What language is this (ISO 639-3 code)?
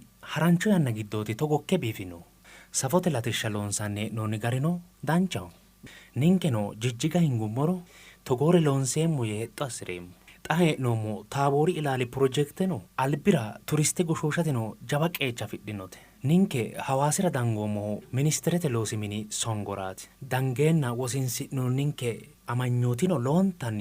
sid